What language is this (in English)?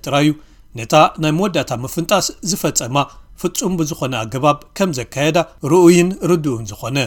Tigrinya